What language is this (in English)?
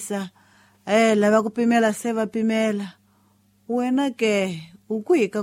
Tsonga